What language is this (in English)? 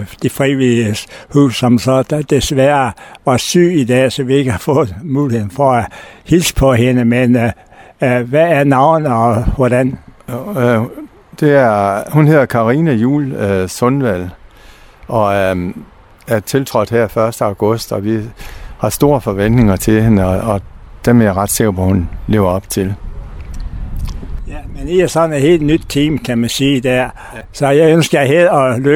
Danish